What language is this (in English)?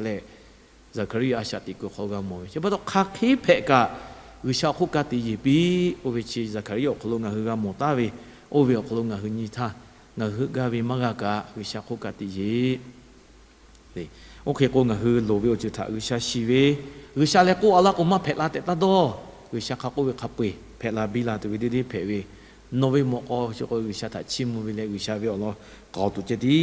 Lahu